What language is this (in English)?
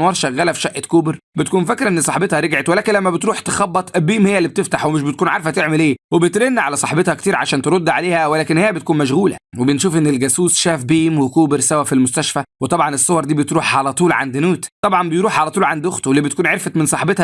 Egyptian Arabic